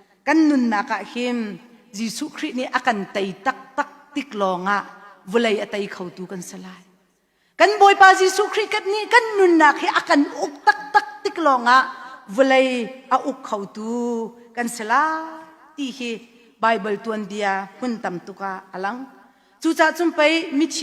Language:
Hakha Chin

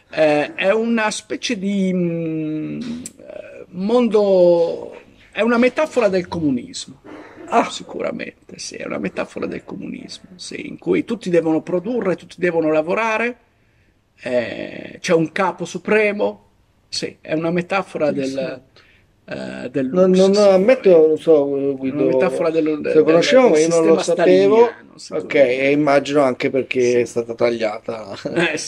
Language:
Italian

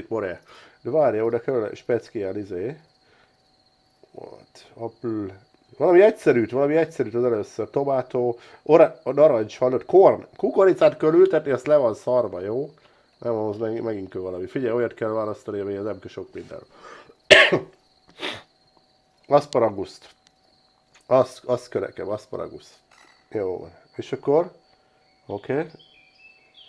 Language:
Hungarian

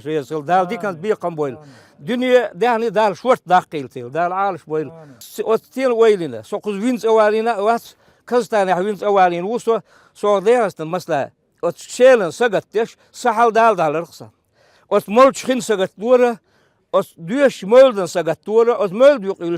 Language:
Chechen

